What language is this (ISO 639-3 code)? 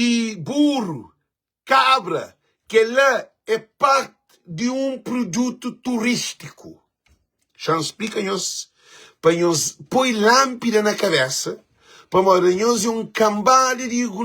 kea